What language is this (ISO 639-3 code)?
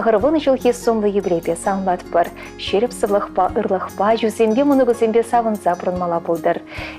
chv